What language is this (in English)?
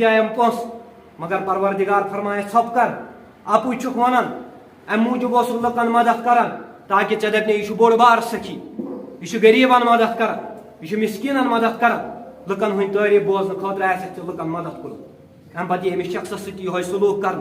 Kashmiri